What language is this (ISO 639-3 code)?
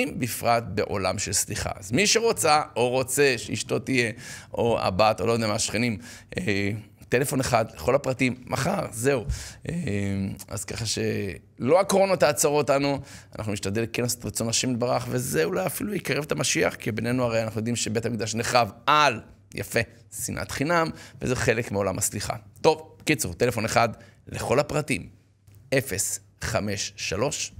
heb